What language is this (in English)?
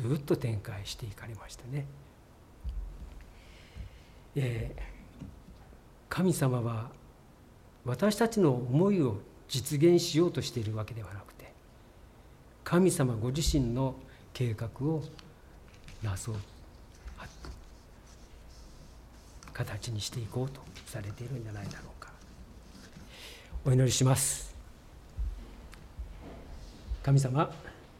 Japanese